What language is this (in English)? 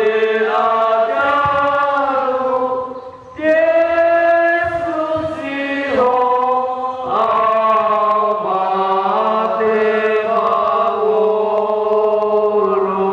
Batak Toba